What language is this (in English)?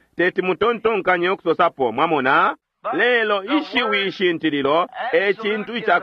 Bemba